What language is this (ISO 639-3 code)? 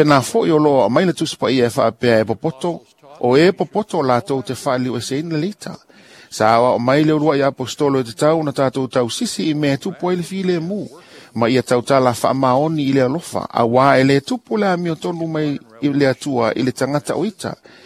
smo